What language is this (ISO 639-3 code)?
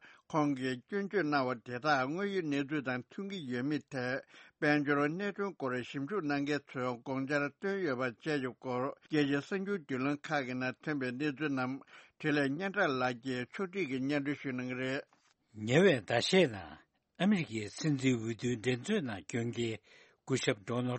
bod